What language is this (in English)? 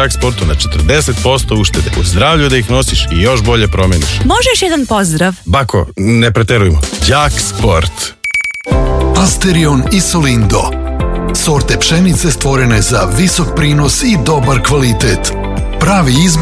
Serbian